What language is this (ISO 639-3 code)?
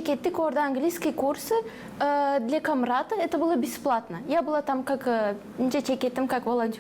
gag